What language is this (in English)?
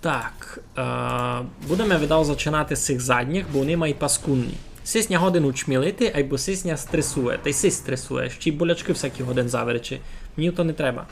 Rusyn